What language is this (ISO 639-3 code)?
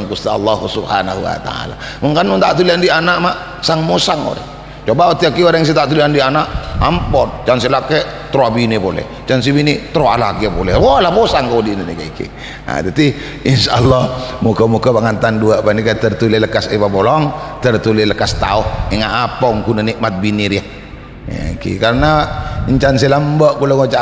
mad